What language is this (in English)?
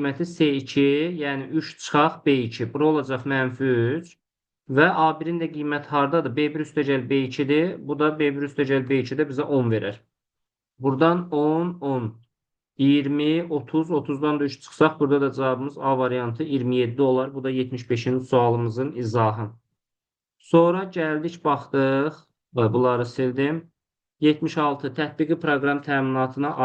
Azerbaijani